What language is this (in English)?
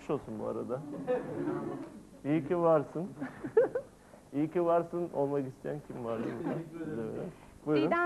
Turkish